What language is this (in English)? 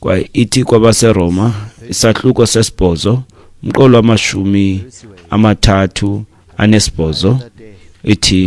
Xhosa